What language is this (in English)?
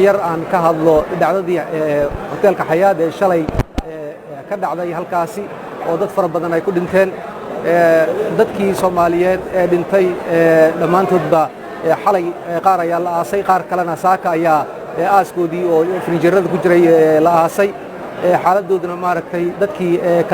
Somali